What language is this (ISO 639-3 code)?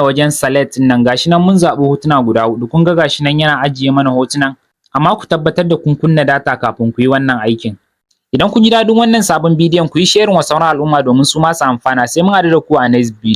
hau